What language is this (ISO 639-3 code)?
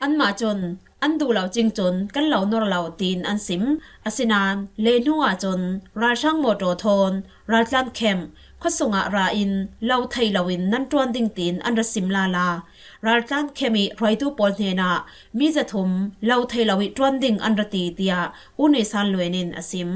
cfm